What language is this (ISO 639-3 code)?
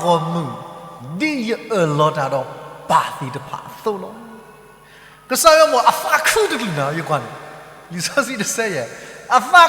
ksw